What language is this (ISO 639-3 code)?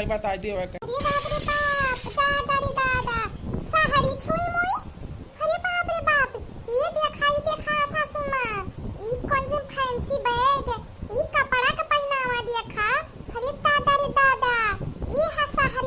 awa